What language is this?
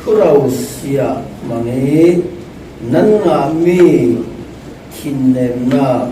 Falam Chin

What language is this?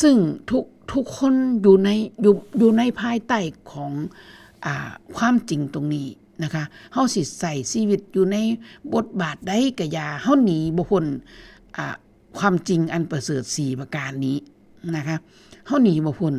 Northeastern Thai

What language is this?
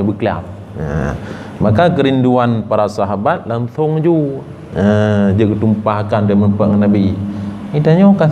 Achinese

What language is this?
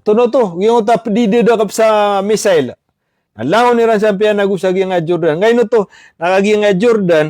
Maranao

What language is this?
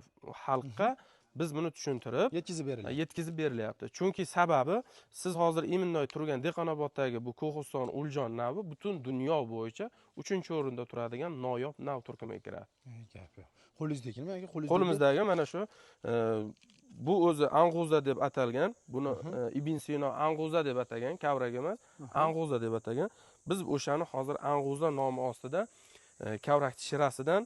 Uzbek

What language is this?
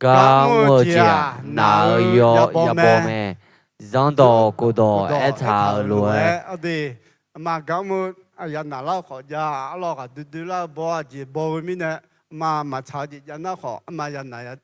Akha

